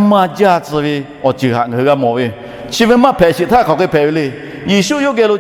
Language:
Lahu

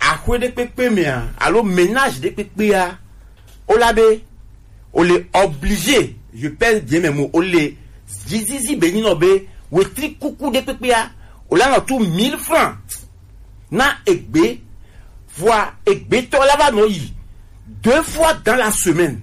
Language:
Gen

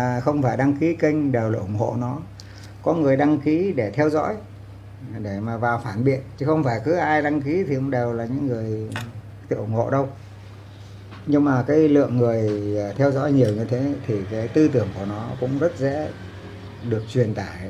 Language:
Vietnamese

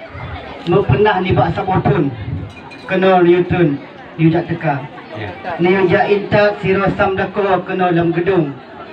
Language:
Achinese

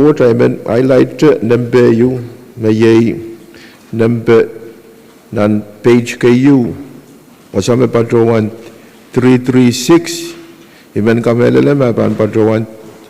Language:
Pohnpeian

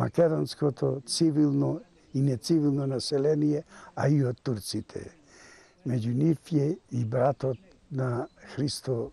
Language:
Macedonian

